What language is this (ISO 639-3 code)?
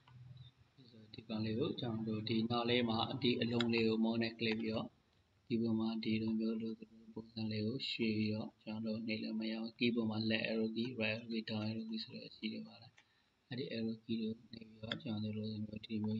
mya